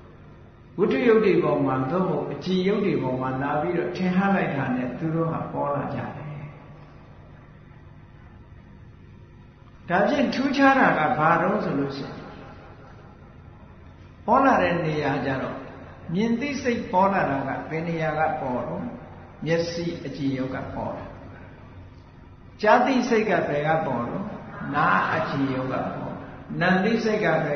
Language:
Burmese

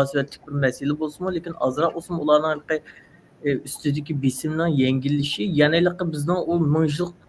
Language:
Uyghur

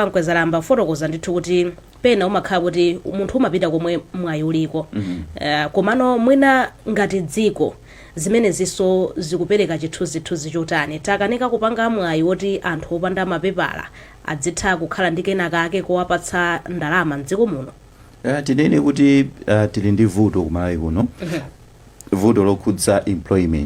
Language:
Nyanja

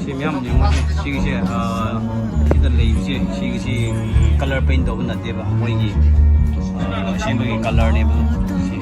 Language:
Tangkhul Naga (India)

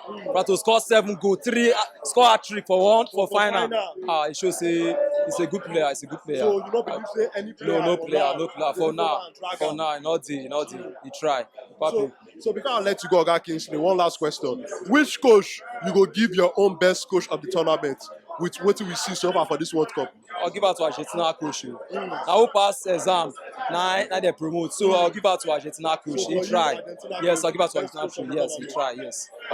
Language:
Nigerian Pidgin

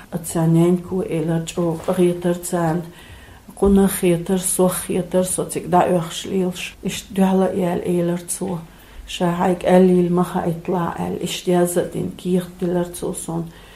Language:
Chechen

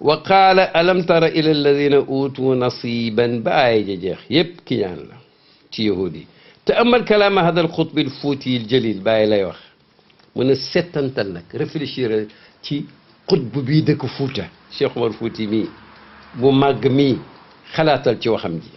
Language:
Wolof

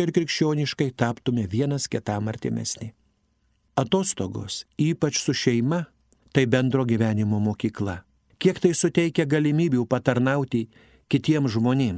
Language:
Lithuanian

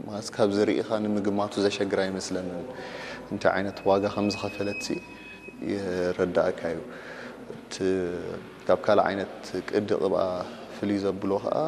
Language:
Tigrinya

